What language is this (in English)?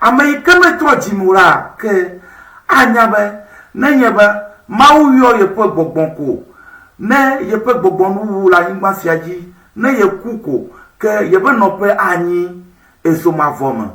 Ewe